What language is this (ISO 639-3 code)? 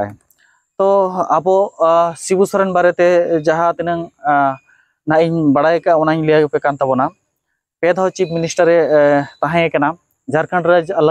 sat